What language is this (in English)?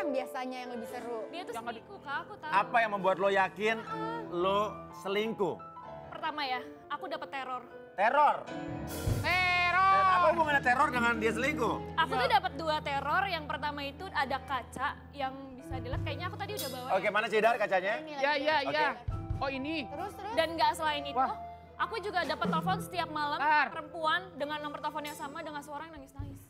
Indonesian